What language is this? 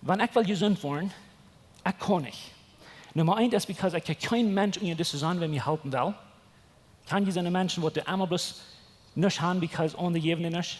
Plautdietsch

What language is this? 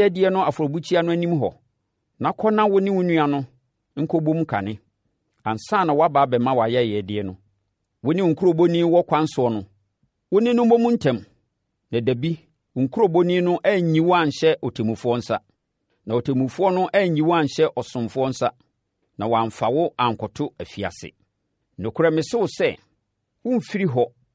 Akan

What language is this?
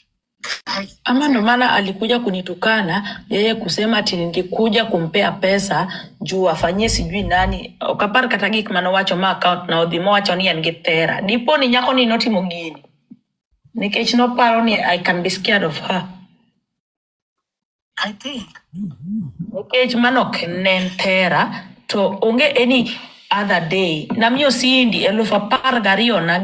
Swahili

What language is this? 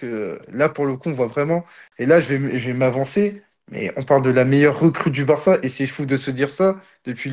French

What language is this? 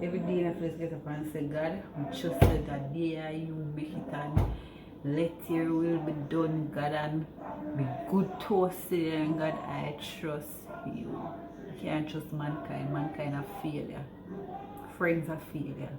Jamaican Creole English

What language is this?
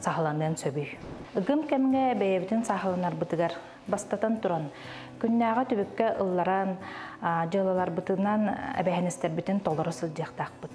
Yakut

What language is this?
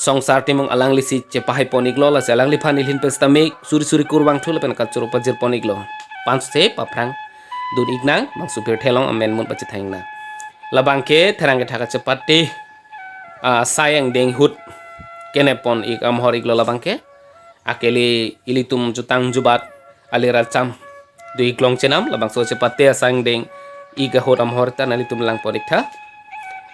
Karbi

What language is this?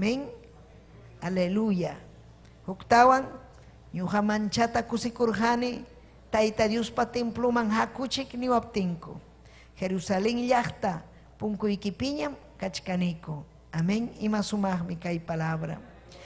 Ayacucho Quechua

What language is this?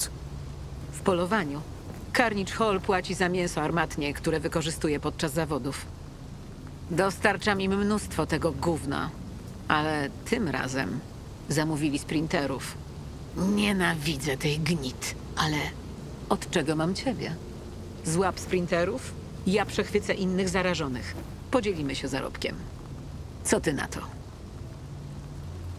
Polish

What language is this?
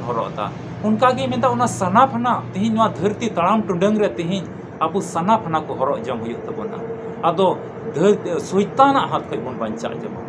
Santali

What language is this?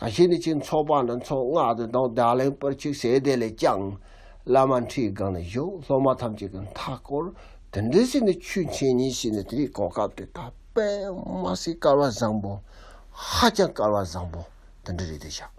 Tibetan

